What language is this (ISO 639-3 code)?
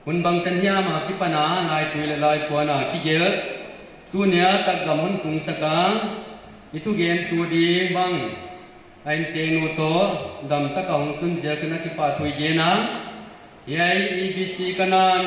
pck